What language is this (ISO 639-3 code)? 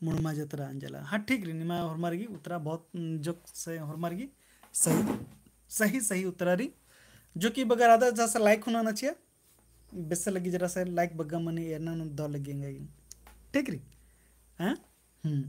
kru